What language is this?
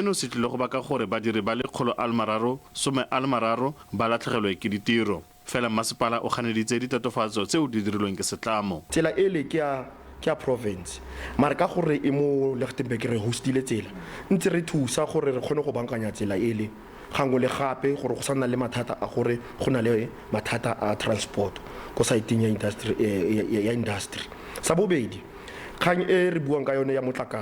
Tswana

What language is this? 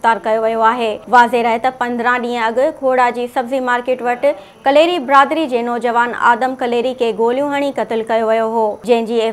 Sindhi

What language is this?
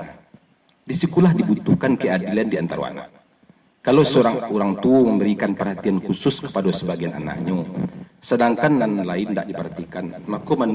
Minangkabau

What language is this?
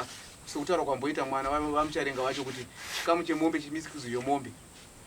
Shona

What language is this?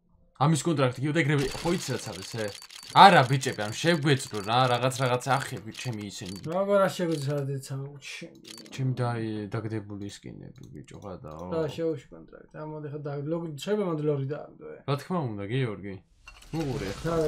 Georgian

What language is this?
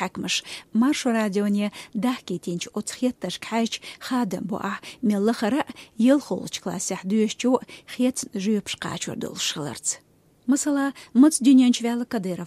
Chechen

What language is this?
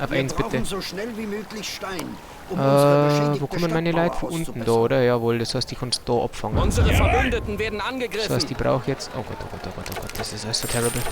Bavarian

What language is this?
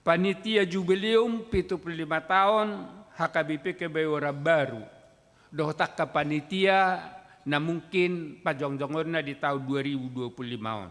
Batak Toba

